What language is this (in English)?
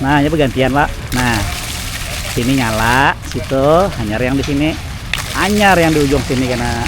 Banjar